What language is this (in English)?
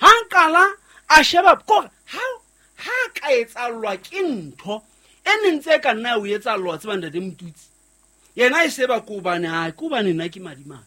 Southern Sotho